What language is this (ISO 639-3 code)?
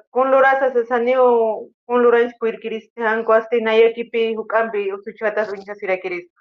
aym